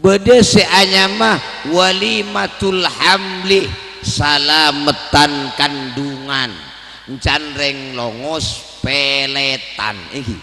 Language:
Madurese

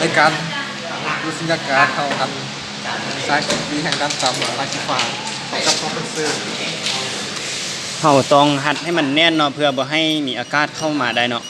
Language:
Lao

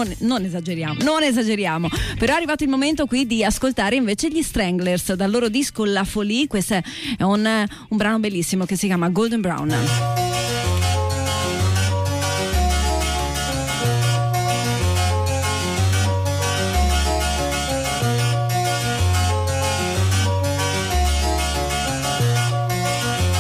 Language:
Italian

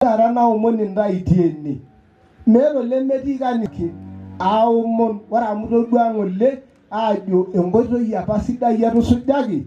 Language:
Masai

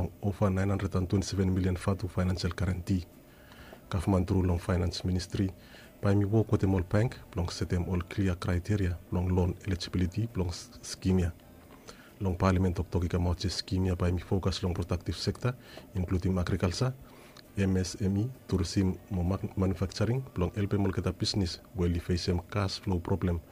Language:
Bislama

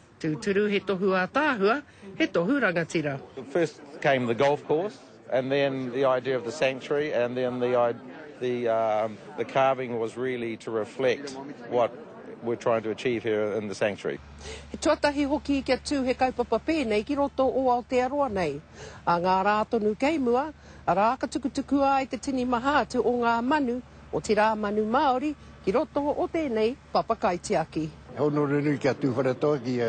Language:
Māori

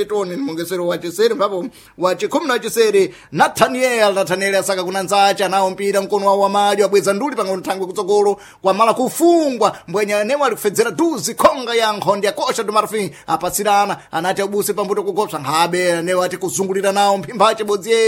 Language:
Sena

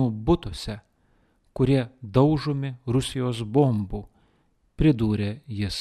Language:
Lithuanian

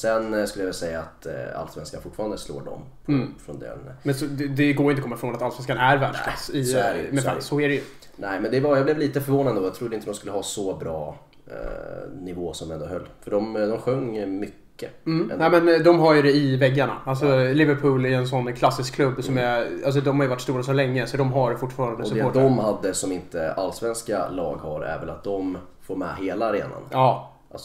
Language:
Swedish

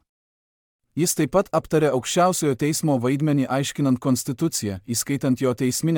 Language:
Lithuanian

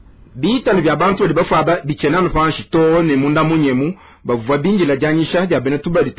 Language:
Luba-Lulua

